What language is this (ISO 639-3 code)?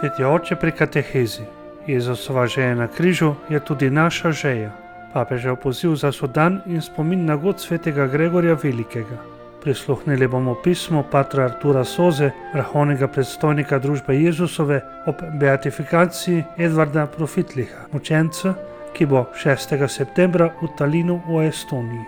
slv